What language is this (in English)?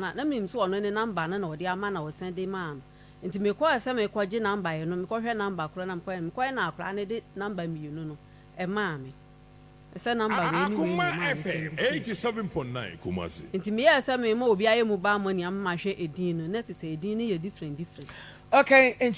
Akan